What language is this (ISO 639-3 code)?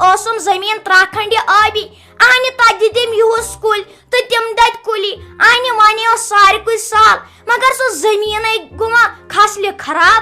kas